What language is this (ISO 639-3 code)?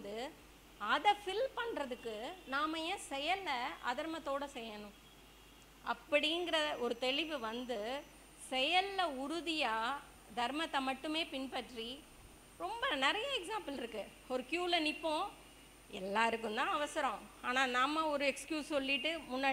tam